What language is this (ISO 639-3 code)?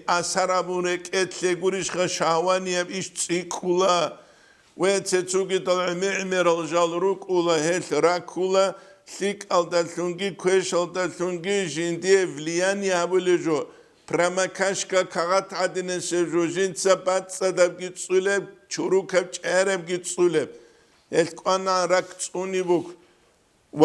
ava